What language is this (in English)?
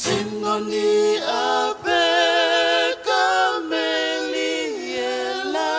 Tongan